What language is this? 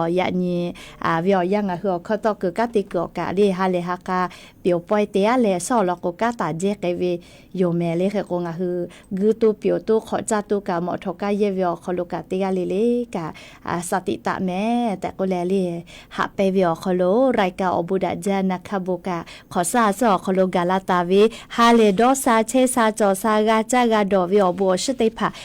Lahu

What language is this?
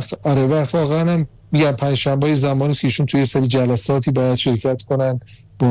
Persian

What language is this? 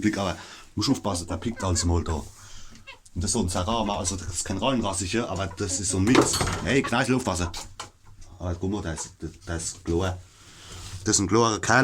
Palatine German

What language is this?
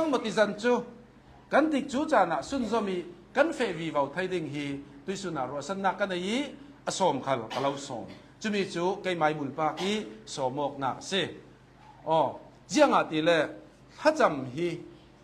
Hakha Chin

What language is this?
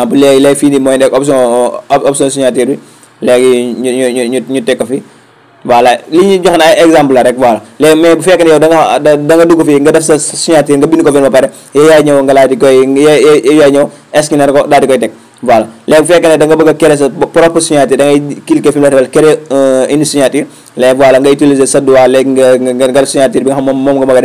Wolof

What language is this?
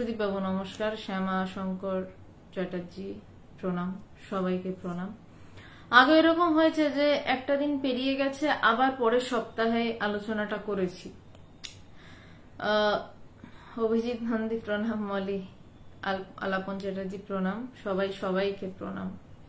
Bangla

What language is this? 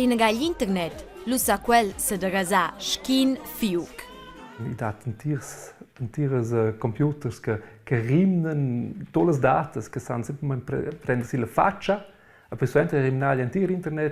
Romansh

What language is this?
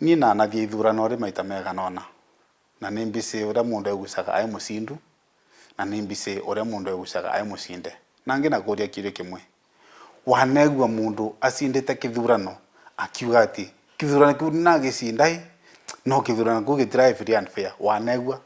Meru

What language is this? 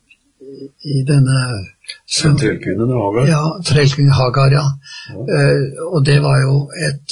Norwegian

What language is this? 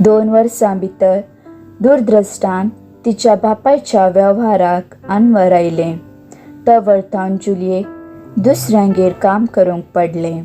Konkani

